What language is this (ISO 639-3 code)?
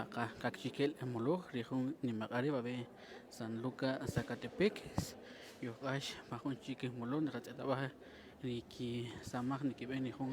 cak